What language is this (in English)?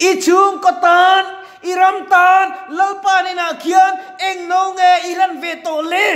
Mizo